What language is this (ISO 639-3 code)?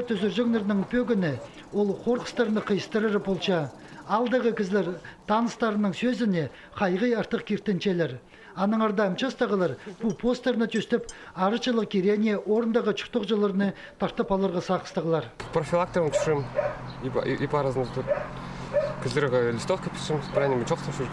kjh